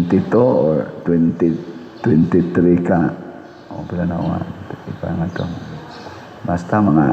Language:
Cebuano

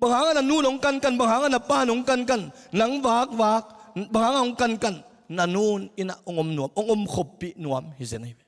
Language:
Tedim Chin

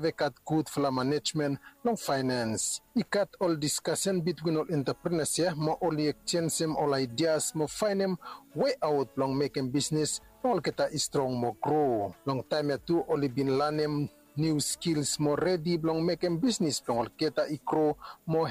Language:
Bislama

